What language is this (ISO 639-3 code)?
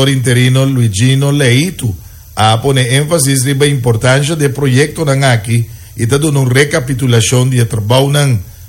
pap